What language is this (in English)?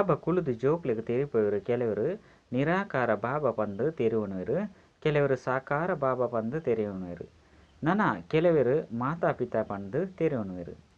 Tulu